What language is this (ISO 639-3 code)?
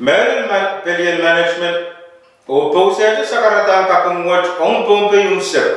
pon